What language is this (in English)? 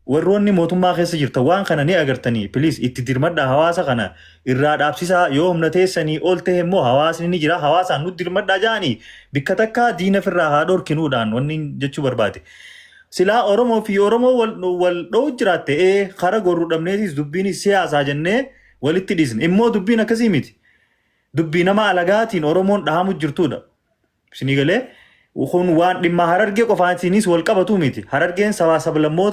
Oromo